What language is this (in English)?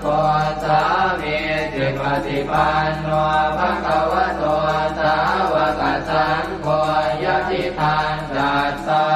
Pali